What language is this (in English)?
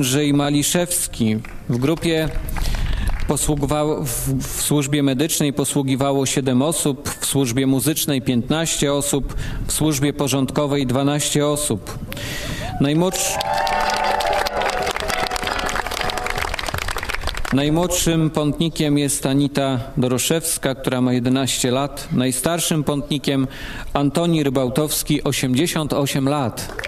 Polish